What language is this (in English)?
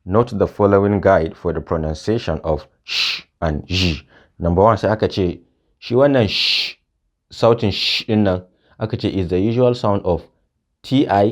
Hausa